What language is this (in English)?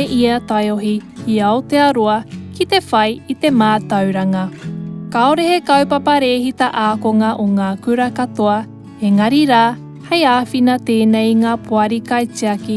Māori